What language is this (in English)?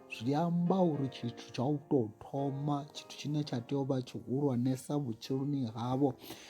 Venda